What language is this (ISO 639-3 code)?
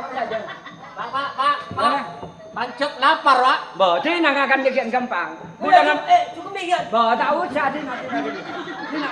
mad